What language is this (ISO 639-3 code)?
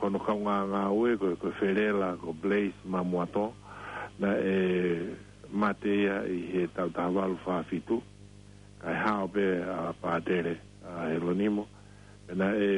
ton